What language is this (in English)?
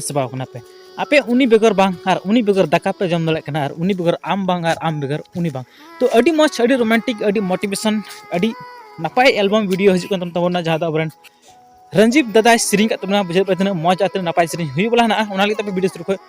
Santali